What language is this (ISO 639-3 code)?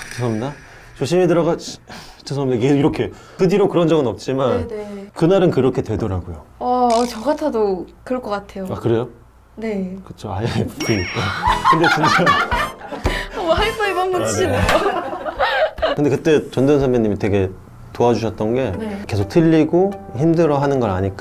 kor